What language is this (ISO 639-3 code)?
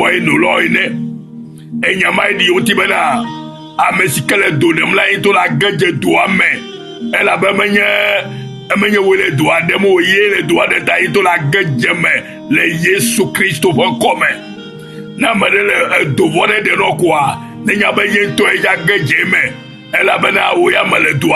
ewe